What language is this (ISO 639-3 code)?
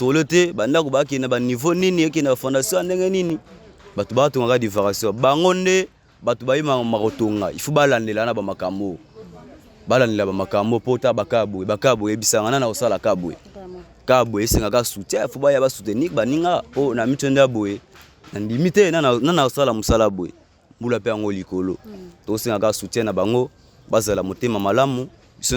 lin